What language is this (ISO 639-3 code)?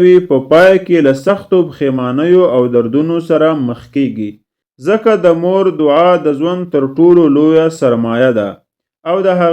pus